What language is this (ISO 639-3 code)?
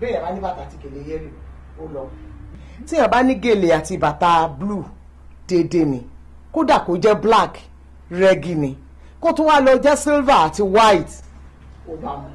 yor